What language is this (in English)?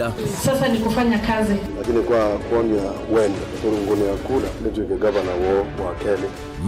Kamba